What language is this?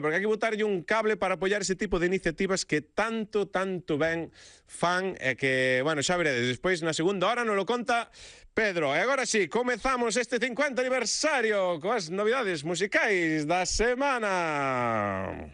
Galician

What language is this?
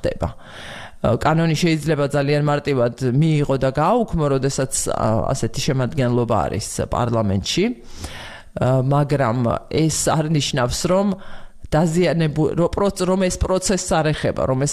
Georgian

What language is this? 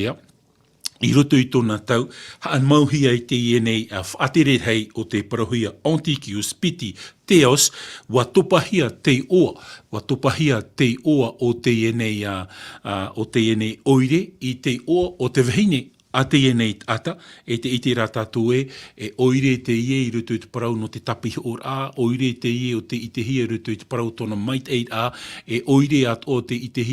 Tahitian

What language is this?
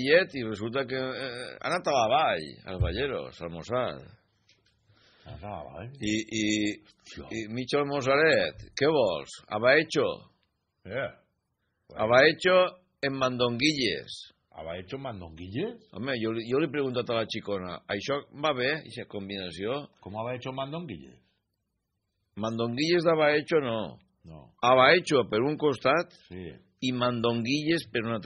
Catalan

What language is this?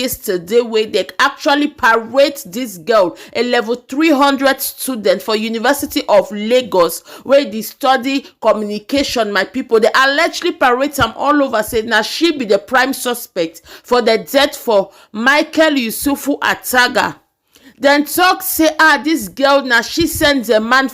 Nigerian Pidgin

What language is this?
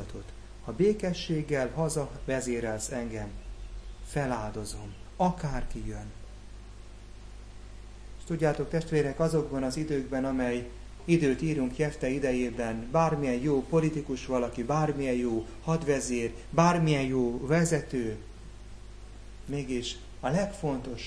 Hungarian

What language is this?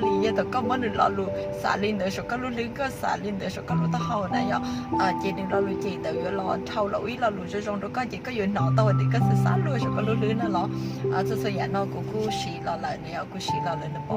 Hmong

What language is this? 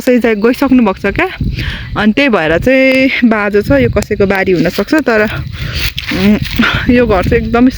Nepali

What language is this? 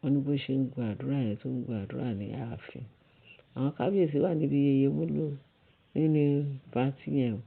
Yoruba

